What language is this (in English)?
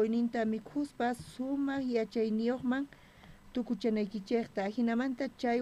South Bolivian Quechua